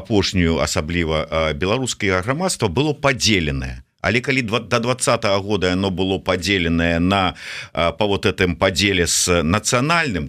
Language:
Belarusian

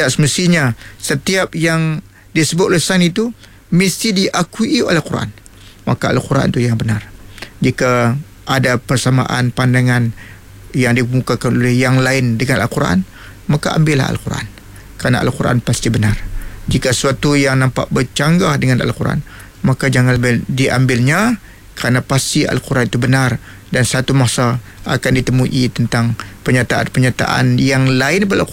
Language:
Malay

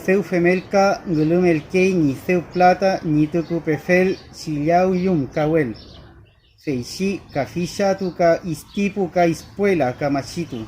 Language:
Mapuche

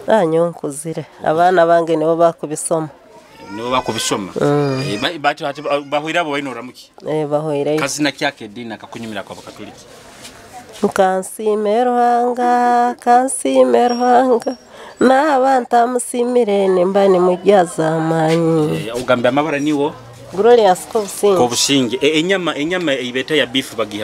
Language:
Nyoro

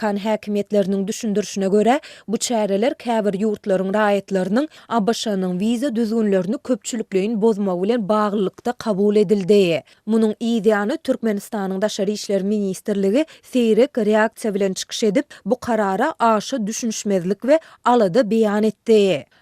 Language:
Turkmen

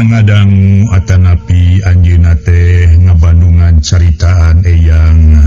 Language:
Sundanese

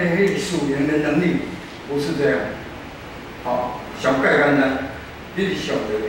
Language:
Min Nan Chinese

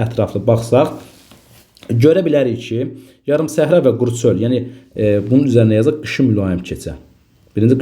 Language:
Azerbaijani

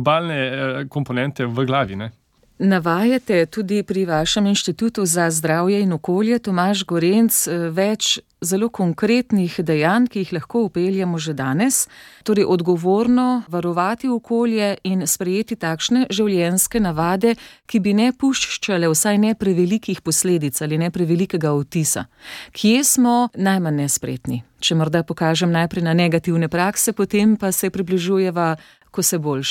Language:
Slovenian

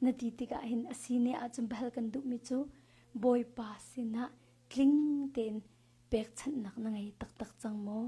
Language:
Hakha Chin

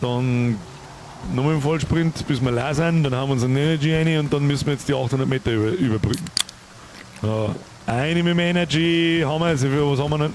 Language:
Bavarian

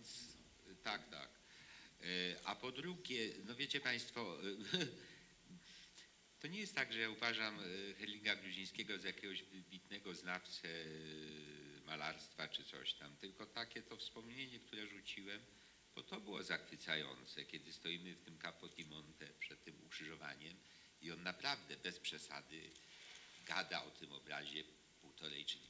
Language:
Polish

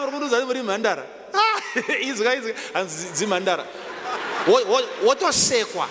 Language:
Shona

